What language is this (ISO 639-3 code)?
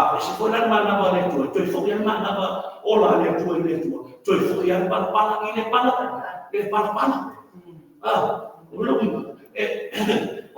smo